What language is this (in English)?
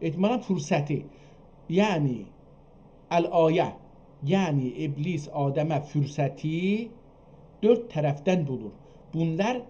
South Azerbaijani